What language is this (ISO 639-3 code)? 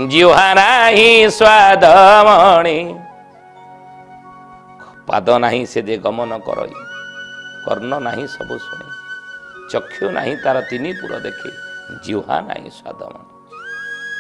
ori